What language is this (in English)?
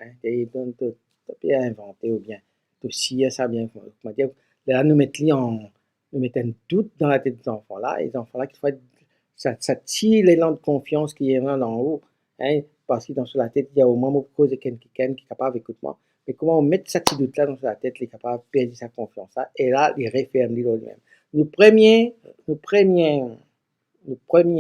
Morisyen